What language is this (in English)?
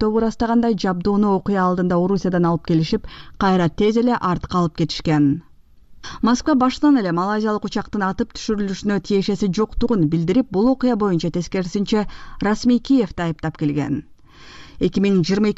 Kyrgyz